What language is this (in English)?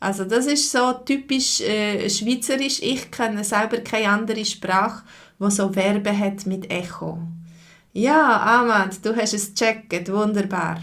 Swiss German